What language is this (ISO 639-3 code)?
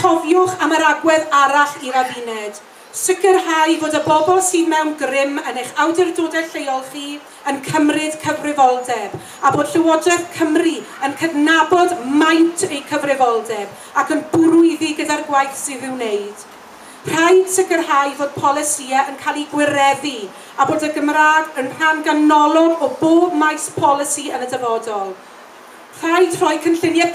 cym